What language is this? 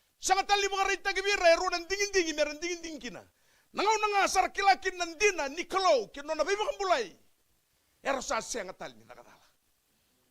Fijian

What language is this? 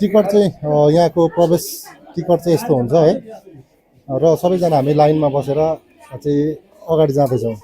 Nepali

